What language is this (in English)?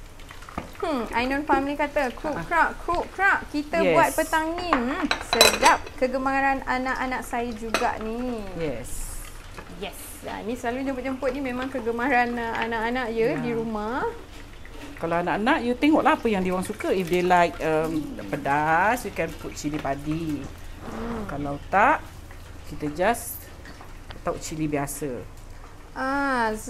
Malay